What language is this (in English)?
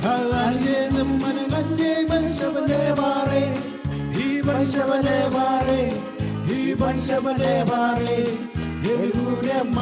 Marshallese